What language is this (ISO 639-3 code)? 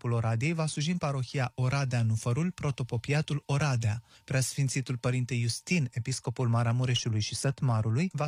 ron